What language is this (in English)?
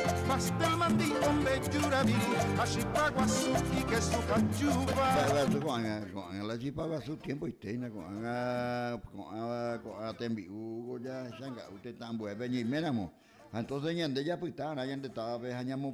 Guarani